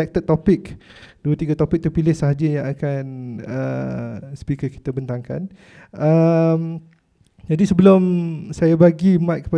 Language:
Malay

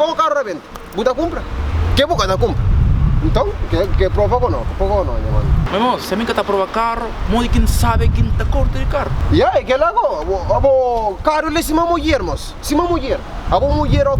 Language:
Kabuverdianu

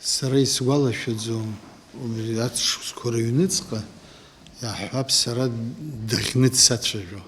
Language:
Abkhazian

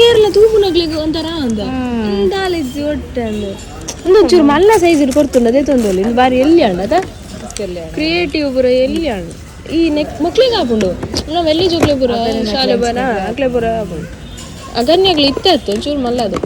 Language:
Tulu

